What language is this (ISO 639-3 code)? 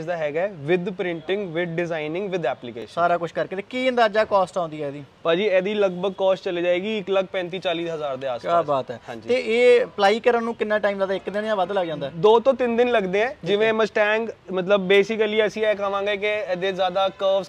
pan